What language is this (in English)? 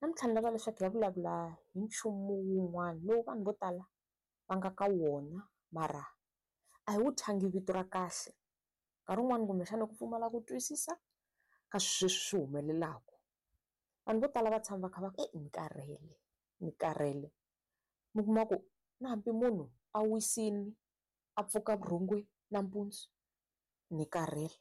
Tsonga